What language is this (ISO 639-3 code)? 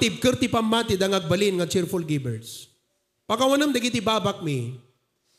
ilo